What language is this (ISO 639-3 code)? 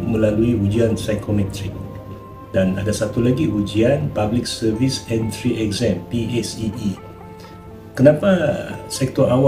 msa